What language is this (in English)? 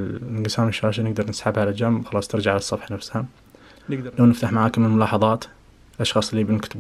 Najdi Arabic